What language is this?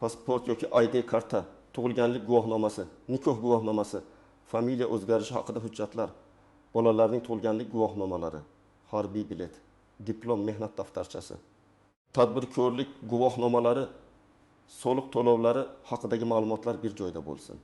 Uzbek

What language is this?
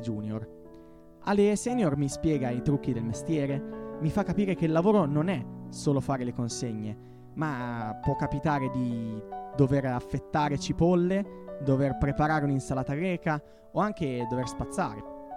Italian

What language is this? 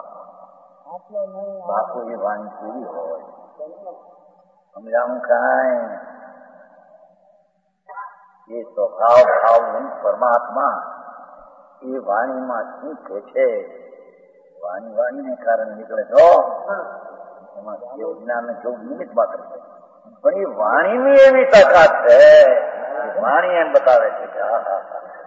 Gujarati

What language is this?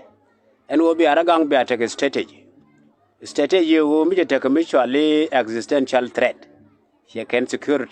Nuer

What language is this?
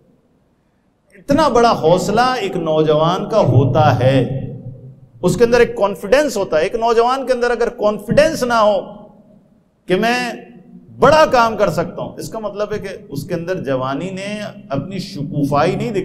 Urdu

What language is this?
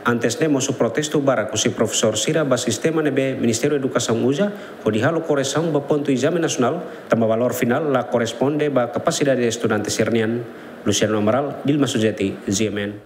Tetum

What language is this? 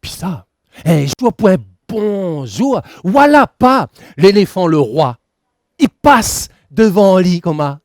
Réunion Creole French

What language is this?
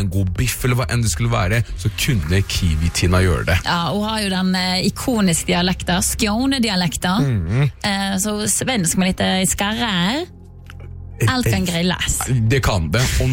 Norwegian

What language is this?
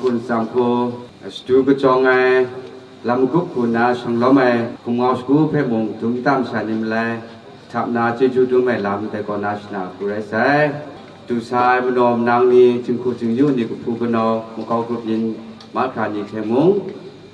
Kachin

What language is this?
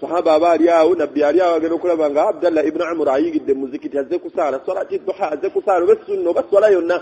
Ganda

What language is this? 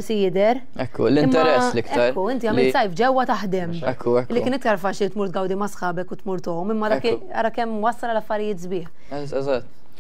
Maltese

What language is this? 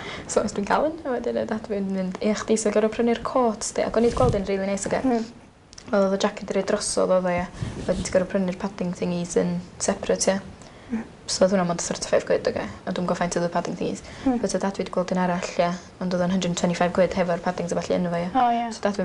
Welsh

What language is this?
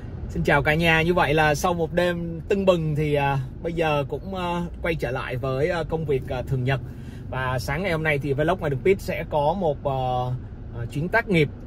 Vietnamese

